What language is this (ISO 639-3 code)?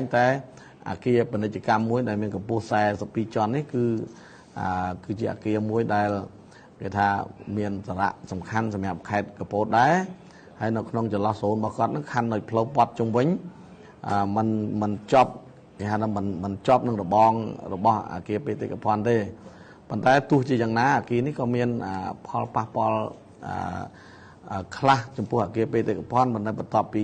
khm